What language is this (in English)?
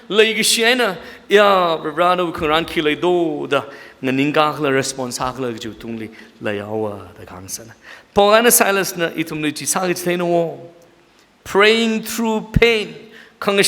Tangkhul Naga (India)